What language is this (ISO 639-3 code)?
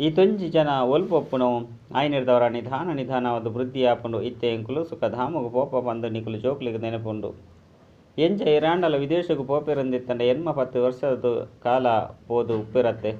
tcy